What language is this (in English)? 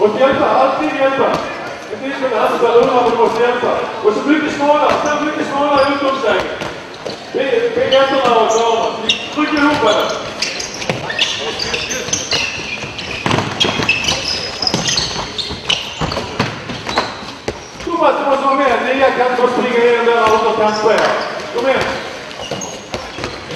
Swedish